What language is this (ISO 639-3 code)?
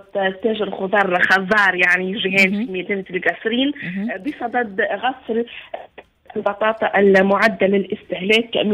aeb